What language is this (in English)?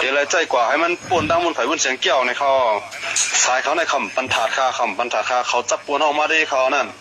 Shan